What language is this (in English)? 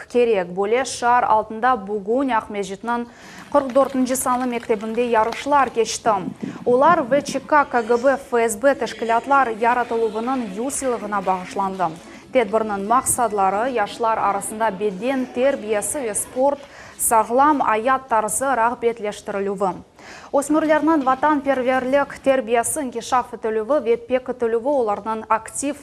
Crimean Tatar